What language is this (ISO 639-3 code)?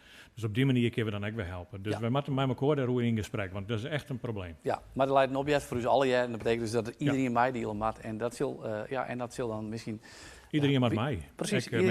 fry